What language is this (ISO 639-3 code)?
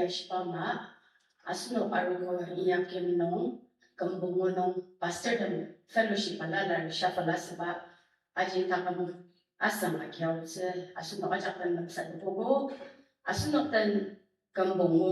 njo